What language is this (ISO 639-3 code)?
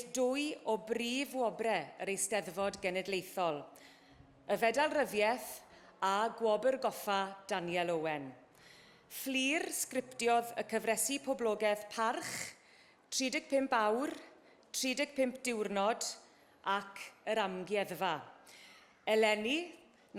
cym